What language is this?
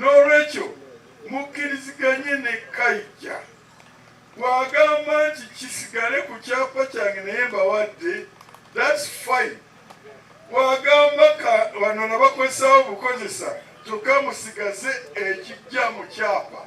Ganda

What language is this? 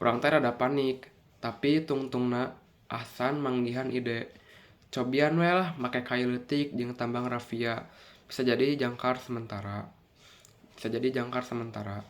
Sundanese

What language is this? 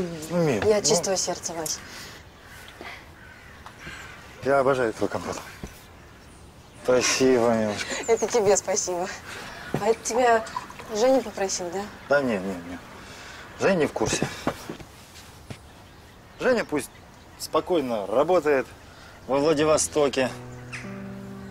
Russian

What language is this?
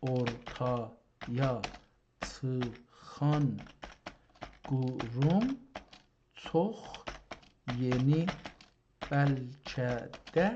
South Azerbaijani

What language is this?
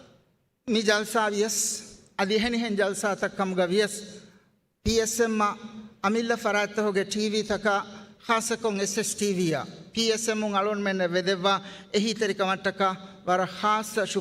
Divehi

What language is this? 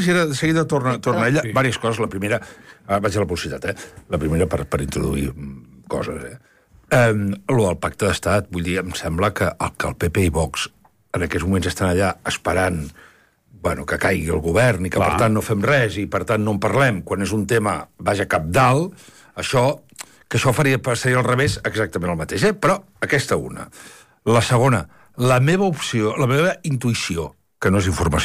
Catalan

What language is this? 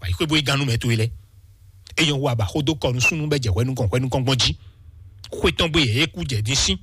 Fon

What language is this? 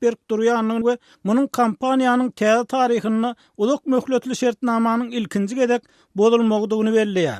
Turkmen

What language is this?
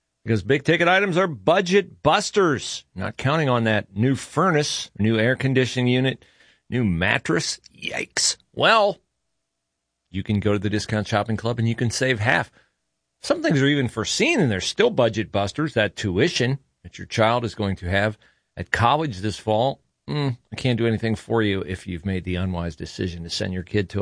English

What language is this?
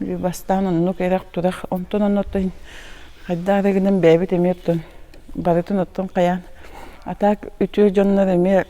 Yakut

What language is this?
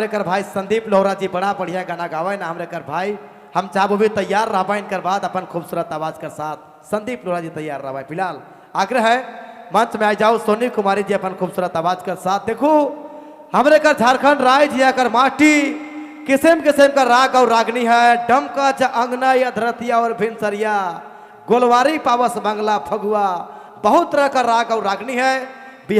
Sadri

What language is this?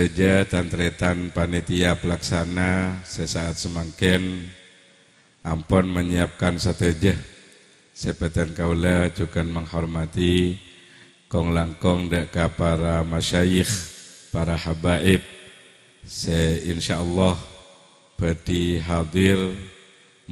Madurese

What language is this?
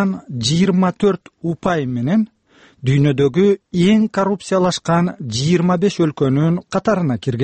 Kyrgyz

